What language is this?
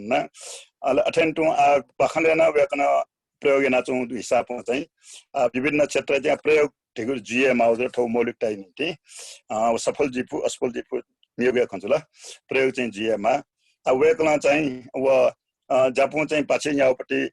Newari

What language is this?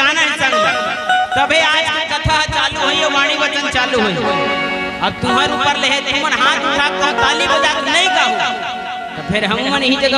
Chhattisgarhi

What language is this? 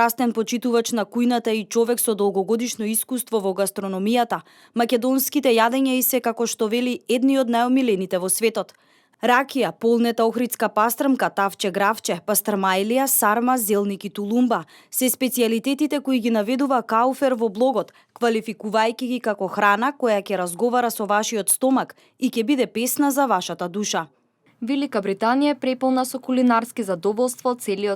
Macedonian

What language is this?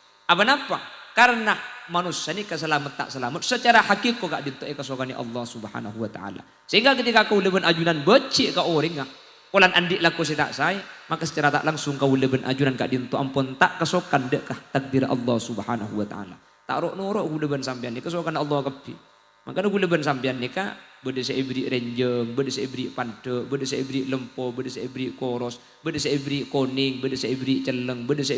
Madurese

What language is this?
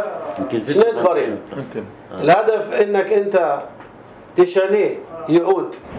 North Levantine Arabic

